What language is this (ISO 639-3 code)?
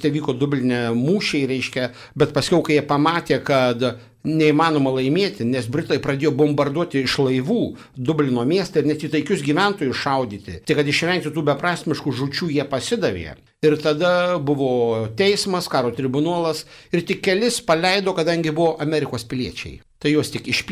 lit